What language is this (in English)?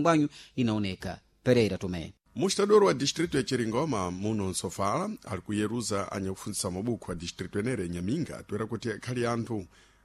Sena